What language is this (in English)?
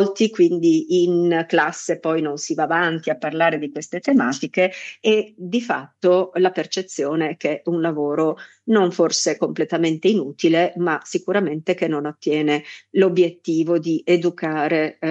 Italian